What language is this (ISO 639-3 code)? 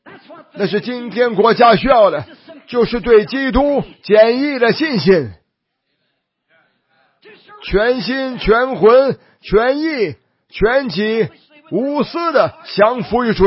zho